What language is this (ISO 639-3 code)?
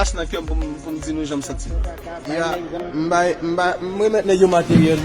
hat